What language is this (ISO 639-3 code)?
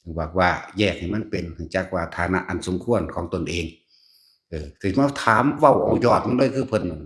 tts